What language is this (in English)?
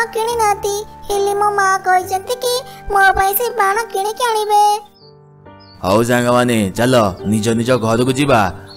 Odia